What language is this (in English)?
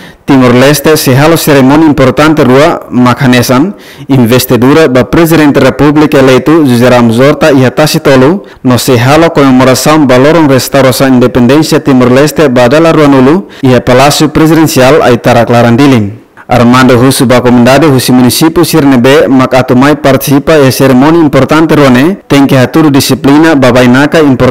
Tetum